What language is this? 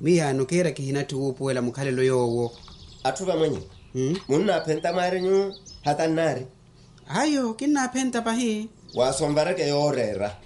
Makhuwa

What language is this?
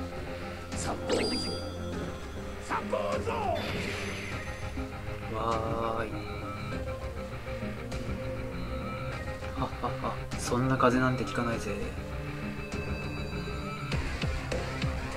Japanese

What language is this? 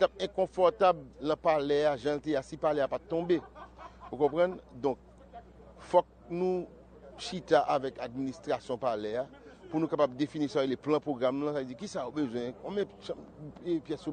Haitian Creole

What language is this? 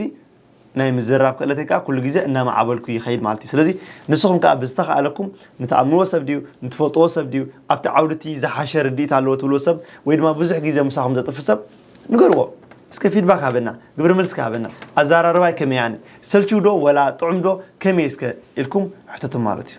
Tigrinya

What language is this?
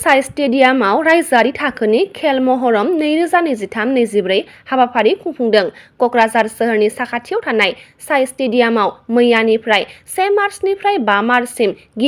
Bodo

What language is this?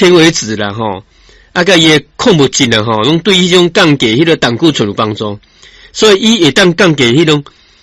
Min Nan Chinese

